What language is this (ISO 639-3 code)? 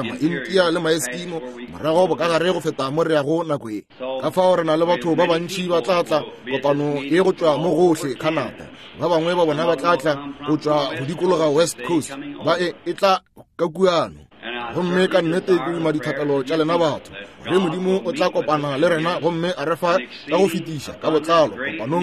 nso